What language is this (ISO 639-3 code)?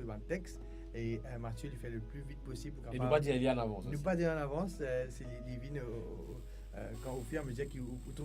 mfe